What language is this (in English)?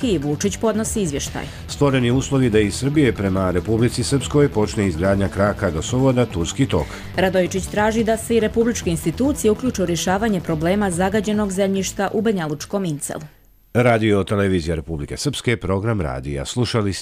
Serbian